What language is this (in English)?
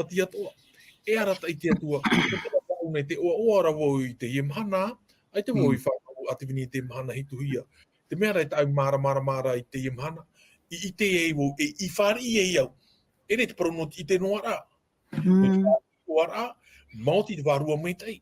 Tahitian